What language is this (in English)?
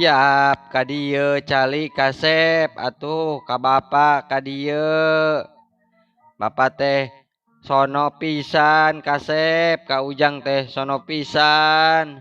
Sundanese